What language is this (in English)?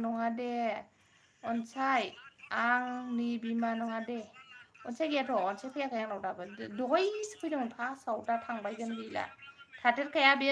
Bodo